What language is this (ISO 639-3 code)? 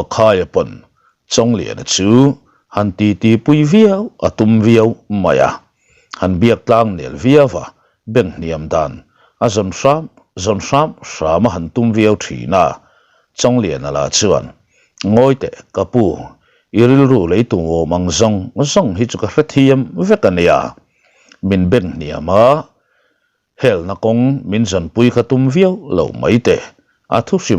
lus